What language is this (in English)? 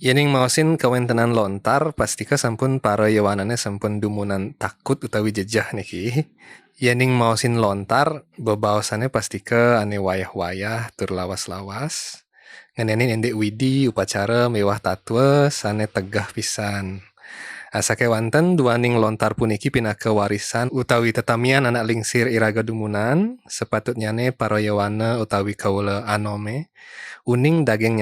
Balinese